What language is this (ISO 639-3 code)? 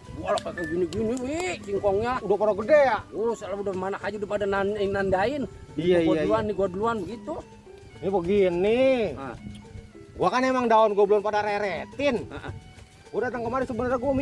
bew